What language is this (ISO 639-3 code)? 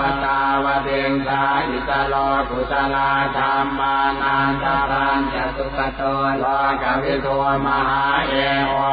pli